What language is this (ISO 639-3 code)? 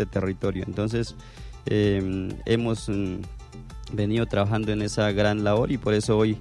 spa